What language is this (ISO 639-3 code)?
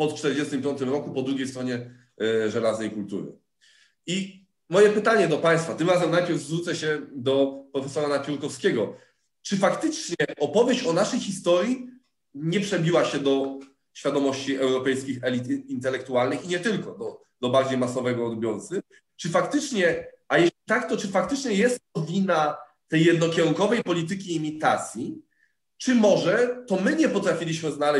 pol